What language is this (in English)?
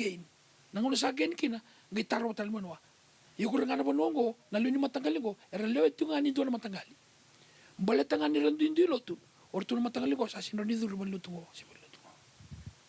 Fijian